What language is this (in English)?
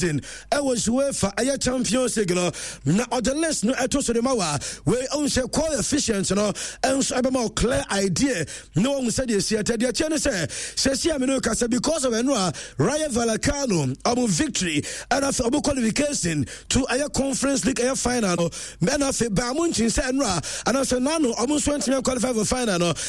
Akan